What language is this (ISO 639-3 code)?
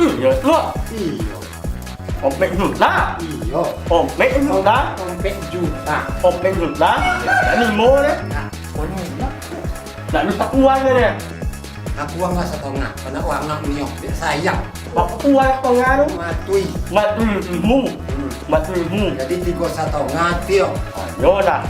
min